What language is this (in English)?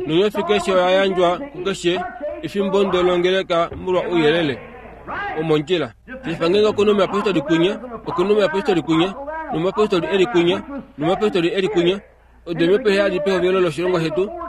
Kuanyama